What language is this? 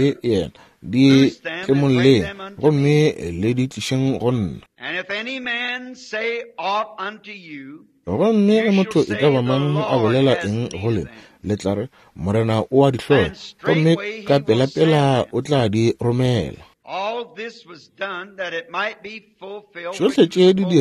Northern Sotho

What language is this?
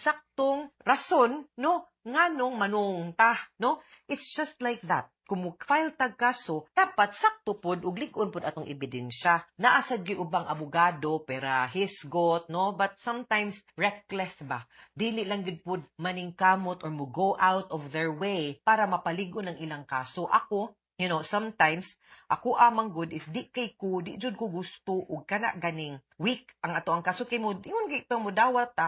Cebuano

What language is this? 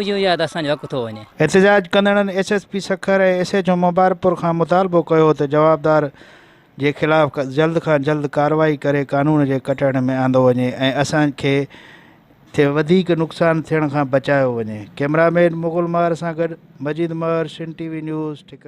Sindhi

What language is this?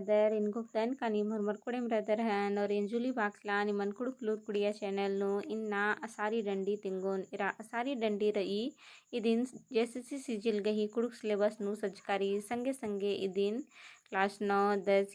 Kurukh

